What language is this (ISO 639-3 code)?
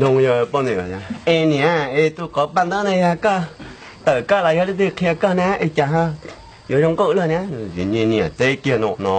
hmn